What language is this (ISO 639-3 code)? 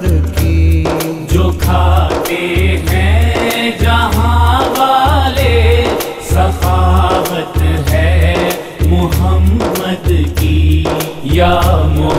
urd